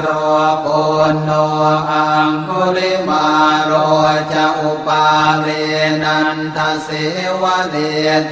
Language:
Pali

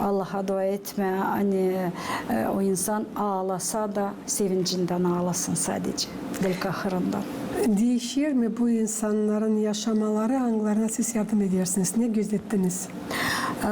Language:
Gagauz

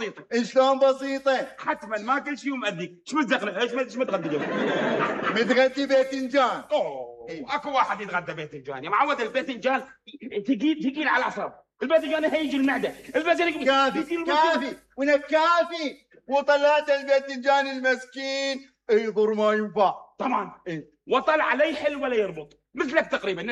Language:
Mesopotamian Arabic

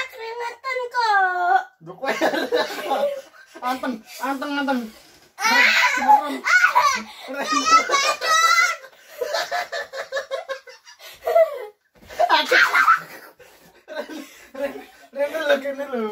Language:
Javanese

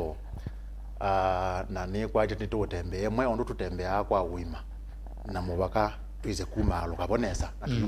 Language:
Kamba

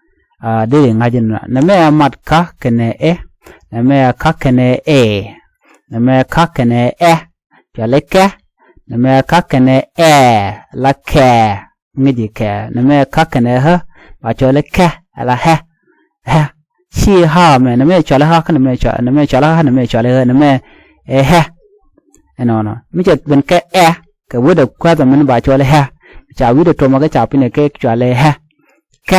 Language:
Nuer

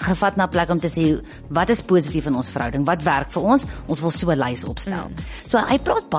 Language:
Afrikaans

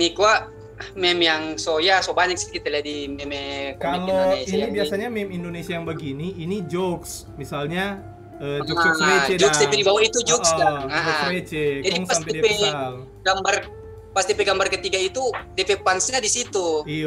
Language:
Manado Malay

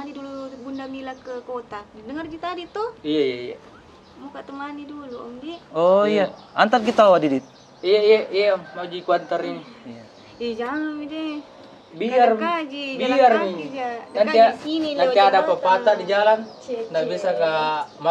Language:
Makassar Malay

